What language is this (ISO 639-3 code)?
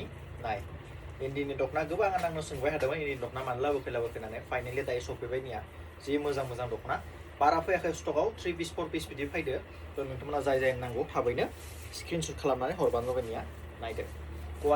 brx